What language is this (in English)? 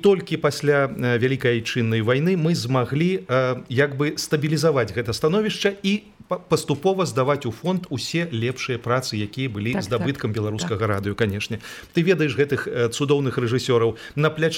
Belarusian